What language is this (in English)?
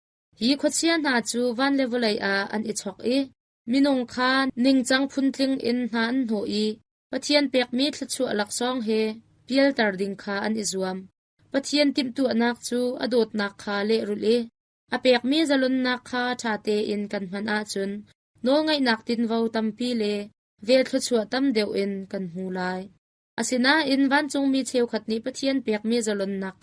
Hakha Chin